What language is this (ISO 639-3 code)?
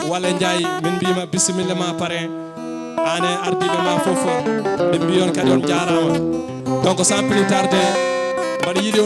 ful